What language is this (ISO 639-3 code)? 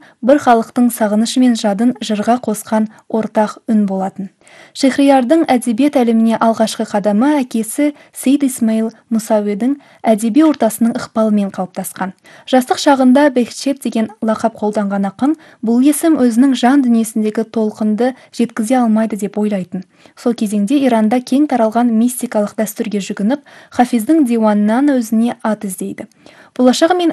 kaz